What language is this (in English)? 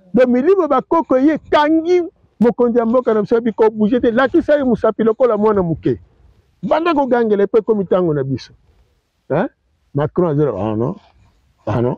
Lingala